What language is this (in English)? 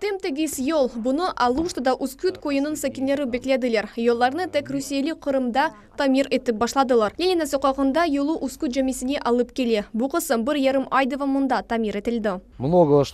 Crimean Tatar